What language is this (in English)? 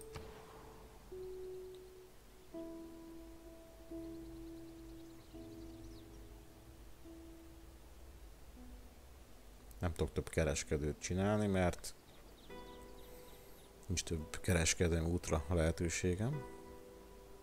Hungarian